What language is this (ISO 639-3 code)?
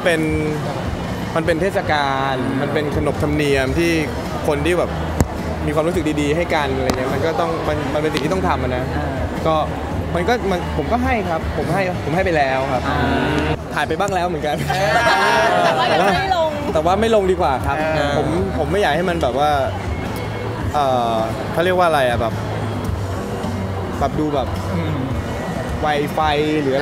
tha